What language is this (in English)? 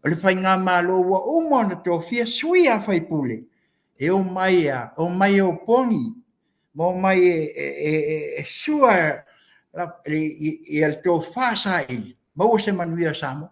Samoan